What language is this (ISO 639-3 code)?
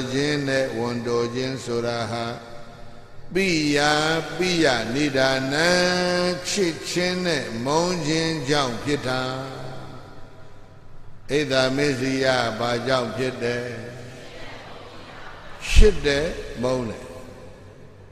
mya